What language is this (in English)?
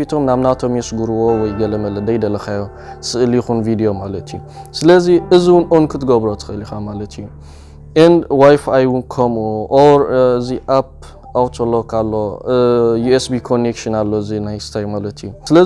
Tigrinya